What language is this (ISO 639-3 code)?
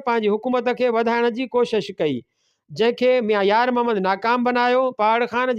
snd